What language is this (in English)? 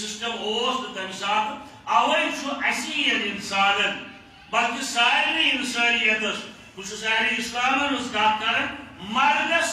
Kashmiri